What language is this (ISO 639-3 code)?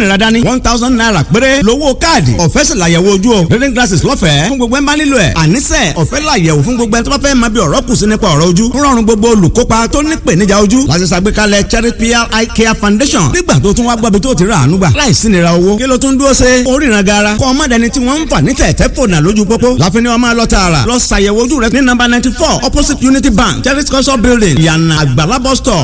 yor